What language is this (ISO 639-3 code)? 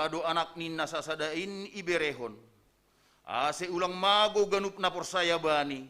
bts